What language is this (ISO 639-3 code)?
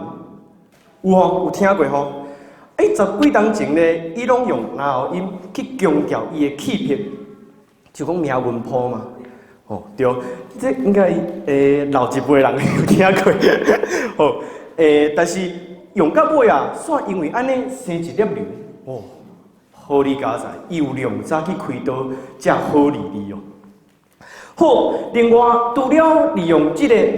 nan